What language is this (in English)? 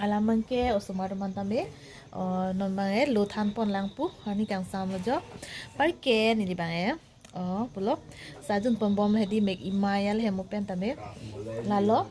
Karbi